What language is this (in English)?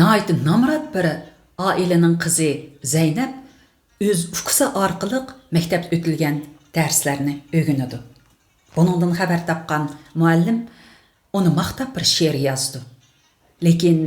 Uyghur